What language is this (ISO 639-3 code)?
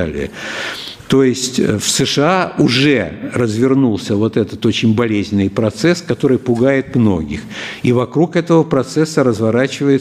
rus